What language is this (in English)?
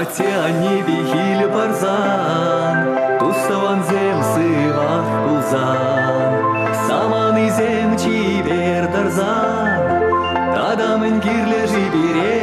Chuvash